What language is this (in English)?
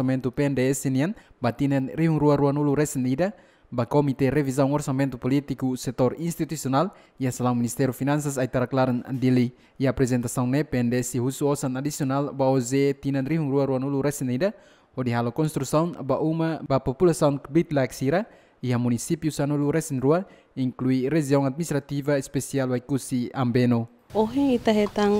Tetum